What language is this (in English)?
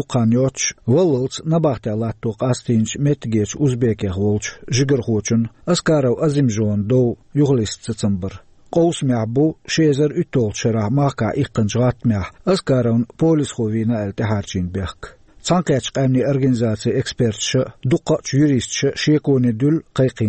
Chechen